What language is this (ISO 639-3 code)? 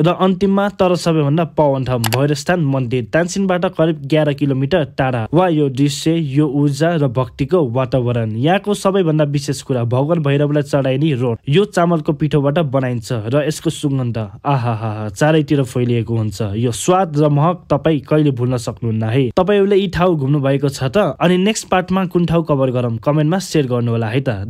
nep